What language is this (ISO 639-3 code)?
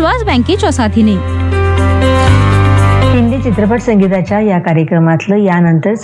mar